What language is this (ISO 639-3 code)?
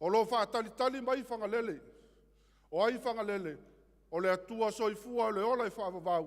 smo